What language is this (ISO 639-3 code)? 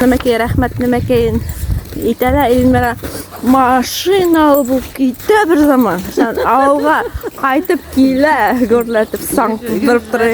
bak